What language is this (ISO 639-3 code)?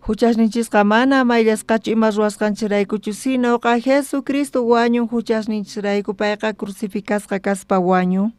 quh